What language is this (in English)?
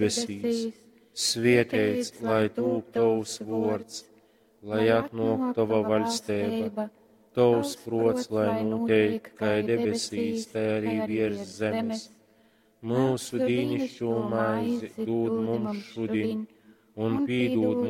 Latgalian